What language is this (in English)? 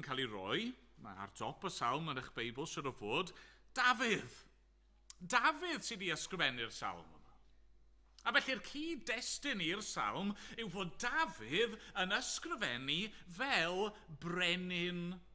Welsh